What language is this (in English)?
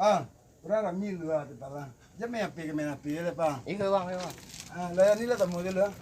Minangkabau